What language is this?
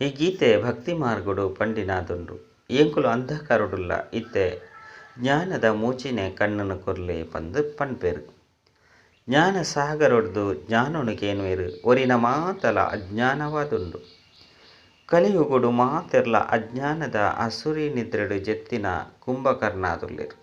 Tulu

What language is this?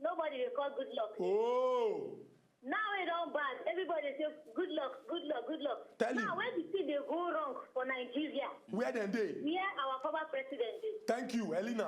Nigerian Pidgin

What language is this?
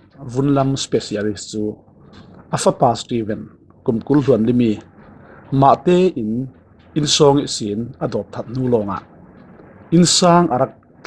Falam Chin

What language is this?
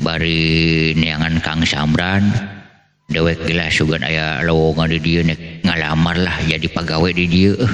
Sundanese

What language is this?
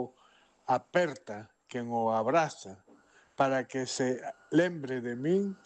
Galician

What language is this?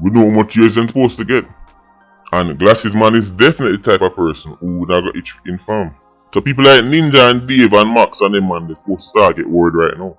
Jamaican Creole English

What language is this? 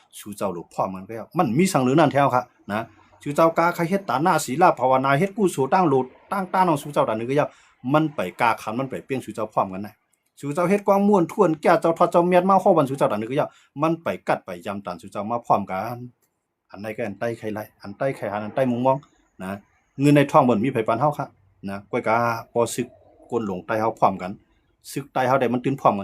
Shan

